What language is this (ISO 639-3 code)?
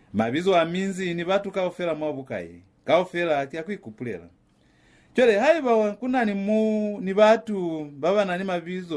loz